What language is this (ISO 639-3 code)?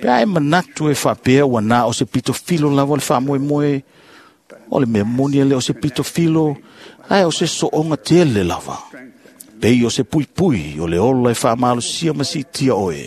smo